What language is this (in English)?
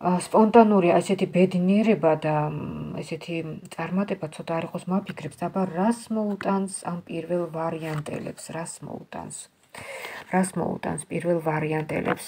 Georgian